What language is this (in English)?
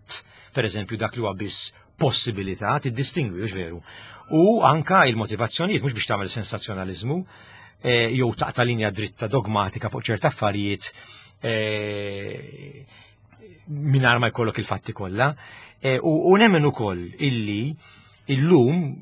Maltese